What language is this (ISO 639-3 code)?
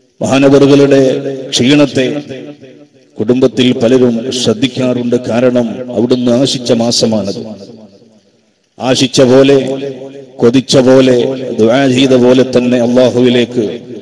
mal